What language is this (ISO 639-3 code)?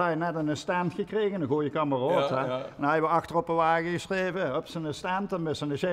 lim